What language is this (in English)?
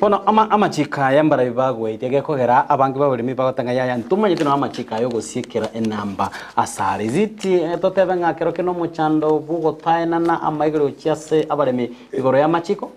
Gusii